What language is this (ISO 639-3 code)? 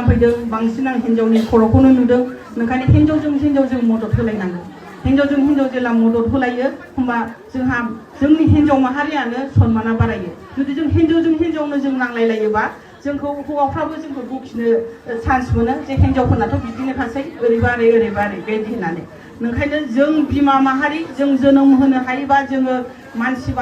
brx